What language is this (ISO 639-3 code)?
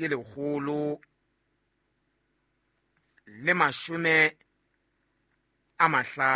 sot